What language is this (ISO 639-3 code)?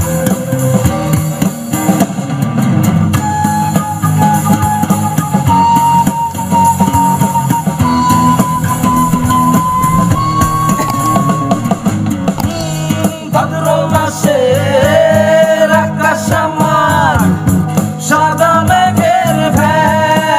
ben